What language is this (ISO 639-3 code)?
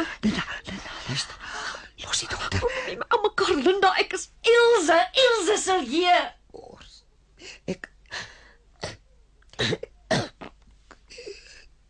afr